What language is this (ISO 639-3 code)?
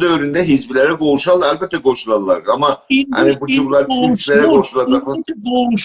azb